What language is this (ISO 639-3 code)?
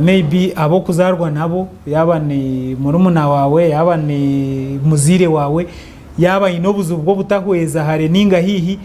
nyn